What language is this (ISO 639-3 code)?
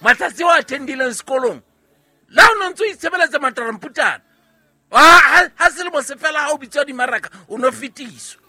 sot